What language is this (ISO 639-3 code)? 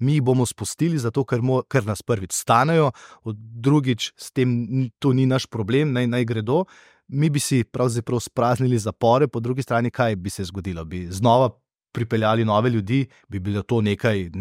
slv